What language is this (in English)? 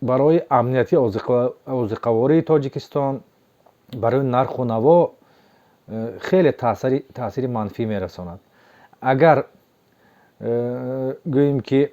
Tajik